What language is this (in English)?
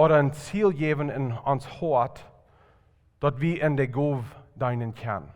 Plautdietsch